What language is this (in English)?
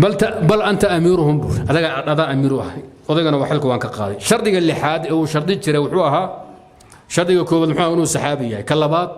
Somali